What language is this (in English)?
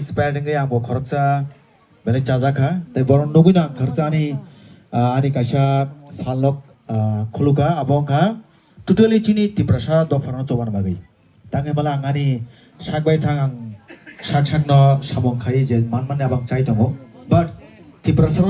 Kok Borok